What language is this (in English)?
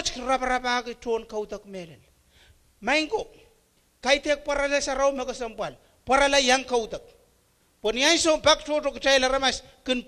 Pohnpeian